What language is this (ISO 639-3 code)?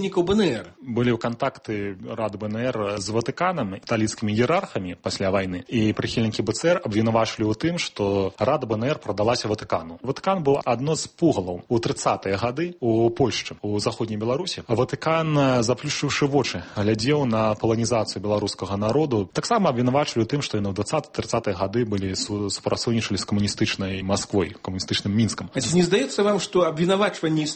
bel